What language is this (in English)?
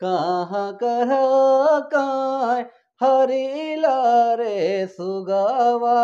Sadri